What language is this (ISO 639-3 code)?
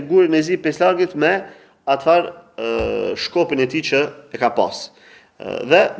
sqi